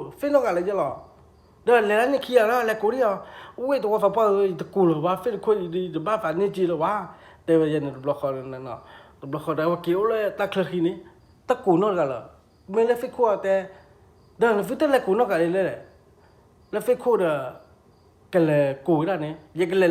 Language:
S'gaw Karen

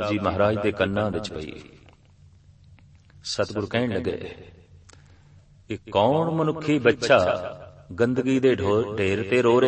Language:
Punjabi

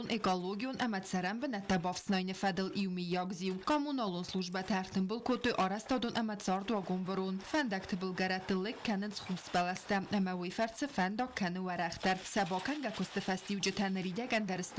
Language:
Ossetic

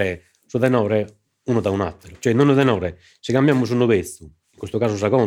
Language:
Sardinian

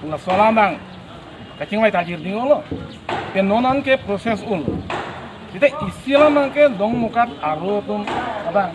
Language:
Karbi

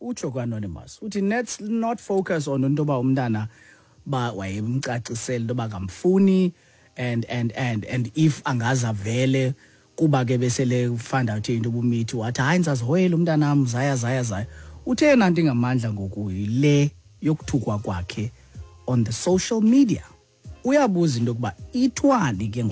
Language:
Xhosa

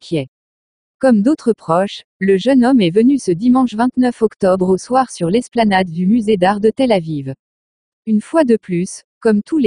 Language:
French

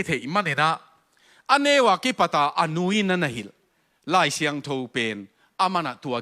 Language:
Tedim Chin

